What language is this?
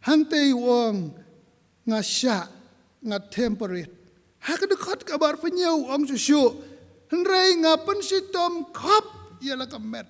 Khasi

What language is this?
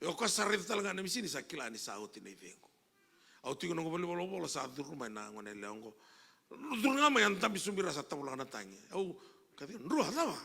Fijian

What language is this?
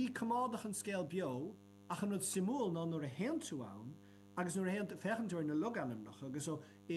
Irish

